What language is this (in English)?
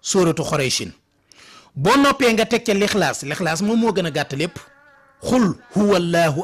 Wolof